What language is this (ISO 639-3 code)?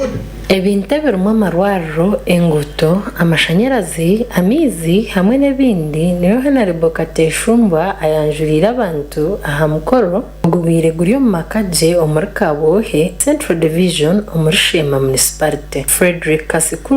nyn